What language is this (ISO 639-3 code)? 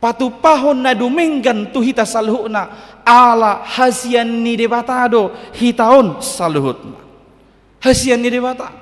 bbc